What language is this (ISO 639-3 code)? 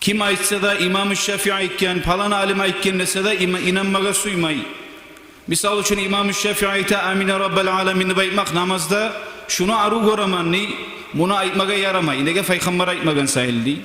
kum